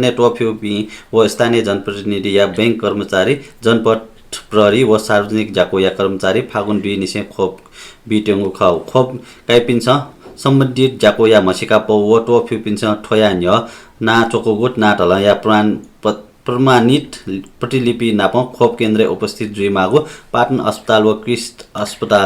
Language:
Newari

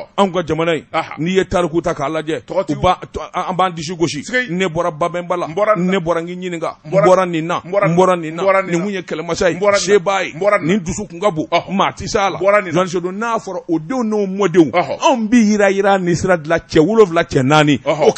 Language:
Bambara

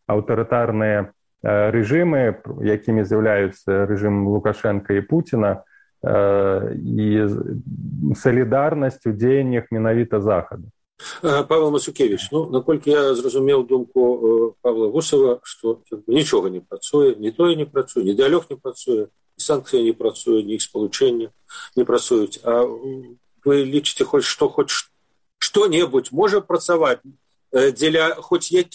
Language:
Belarusian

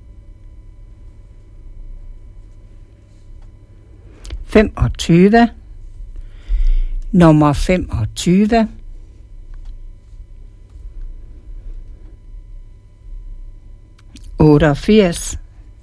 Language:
Danish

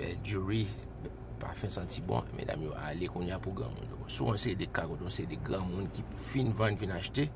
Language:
Haitian Creole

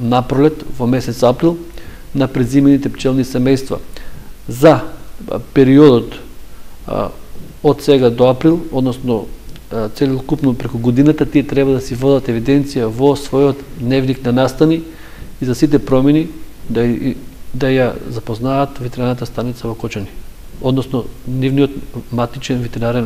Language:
Macedonian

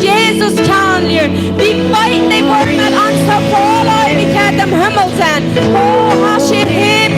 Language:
Plautdietsch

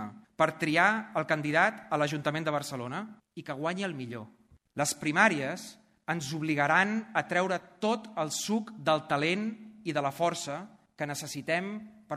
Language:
Catalan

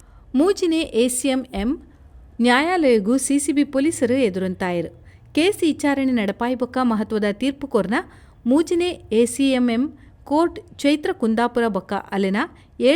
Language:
Tulu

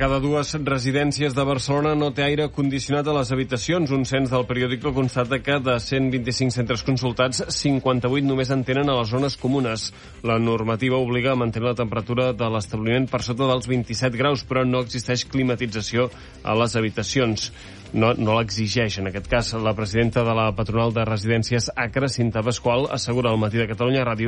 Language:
Catalan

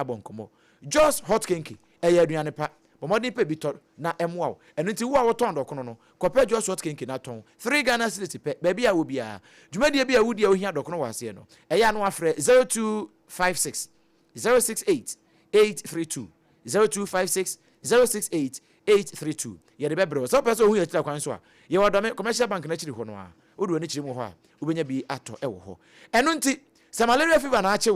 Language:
Akan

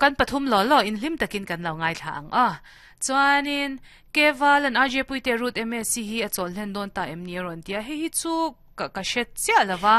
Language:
Mizo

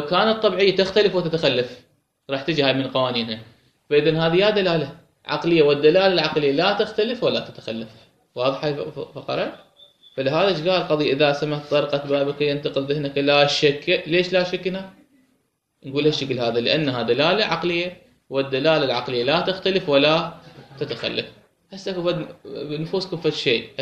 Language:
Mesopotamian Arabic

